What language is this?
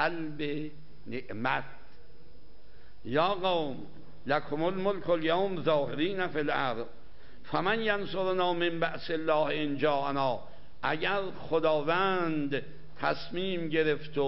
Persian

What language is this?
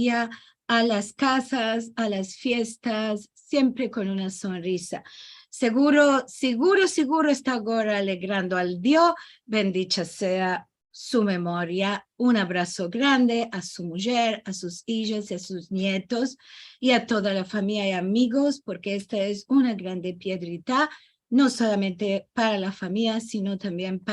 Ladino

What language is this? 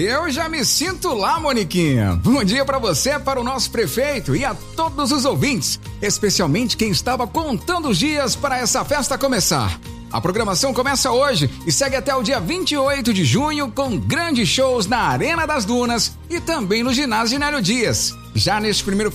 Portuguese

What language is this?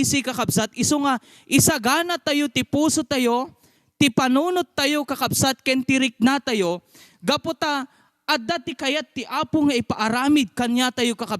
Iloko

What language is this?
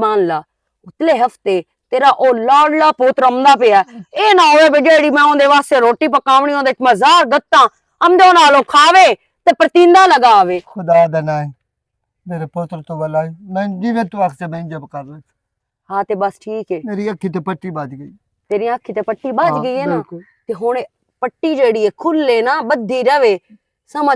Western Panjabi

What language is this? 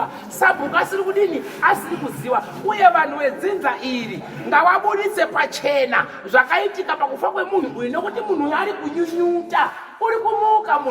Shona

